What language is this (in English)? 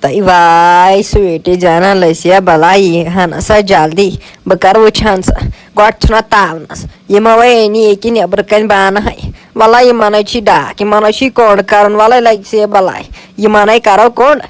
Kashmiri